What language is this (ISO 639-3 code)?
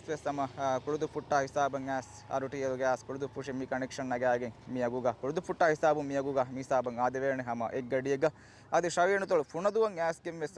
div